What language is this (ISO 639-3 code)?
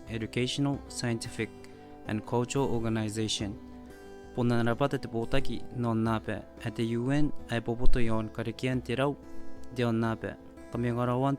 gil